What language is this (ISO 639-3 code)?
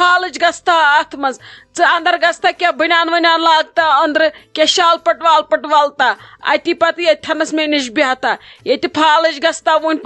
kas